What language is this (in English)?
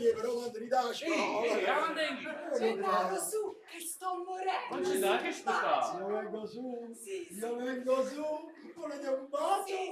Neapolitan